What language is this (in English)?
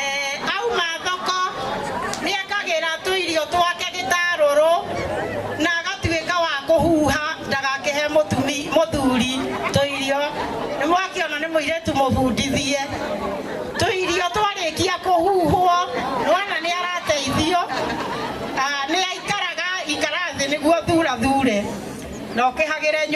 Kikuyu